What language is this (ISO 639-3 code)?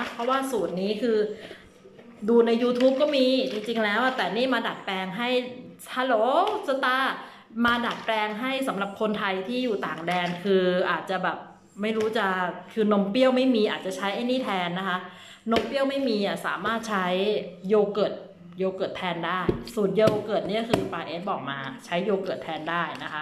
tha